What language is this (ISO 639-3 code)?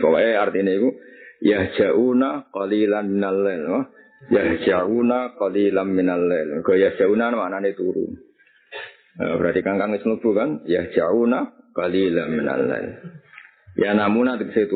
jav